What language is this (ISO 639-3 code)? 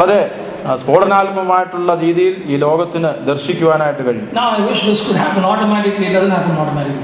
mal